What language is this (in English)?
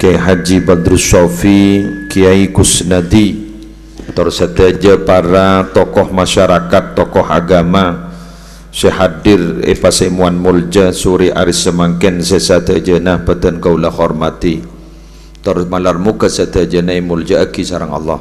Madurese